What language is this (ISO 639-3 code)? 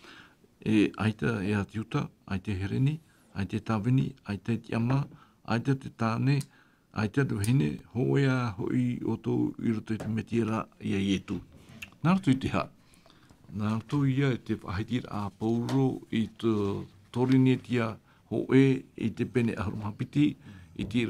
tah